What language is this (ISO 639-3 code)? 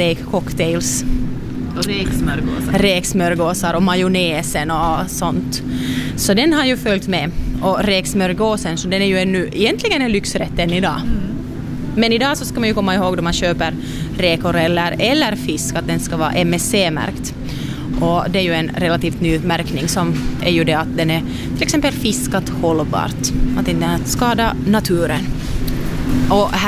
swe